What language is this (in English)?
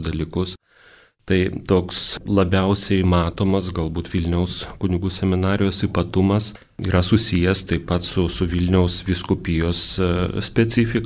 Lithuanian